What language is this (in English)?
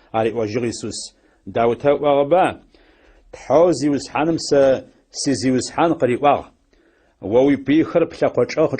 Adyghe